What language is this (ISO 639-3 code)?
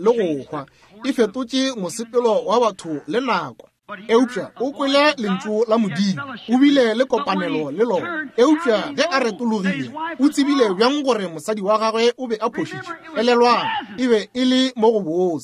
nso